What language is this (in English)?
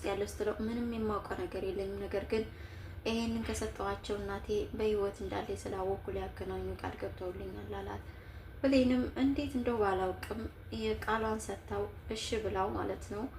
Amharic